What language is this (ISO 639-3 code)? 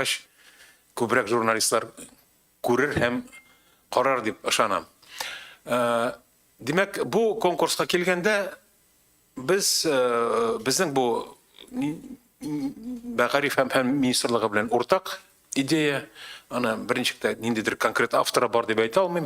tat